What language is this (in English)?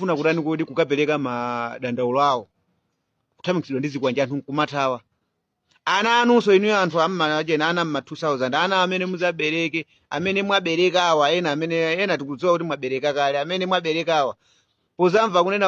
Nyanja